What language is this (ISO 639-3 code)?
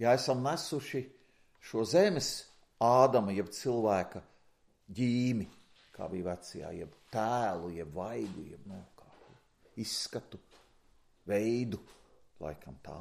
lav